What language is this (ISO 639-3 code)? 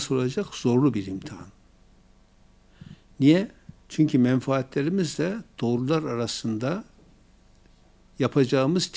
tur